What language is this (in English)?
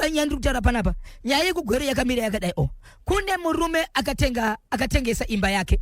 Shona